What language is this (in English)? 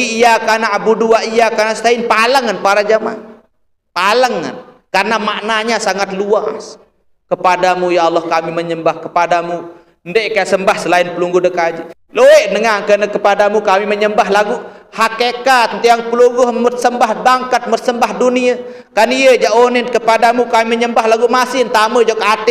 Sasak